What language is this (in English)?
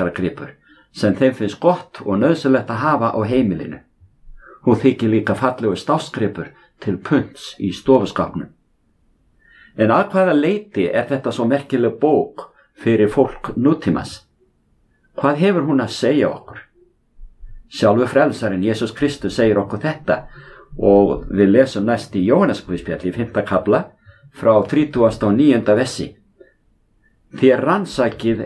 Icelandic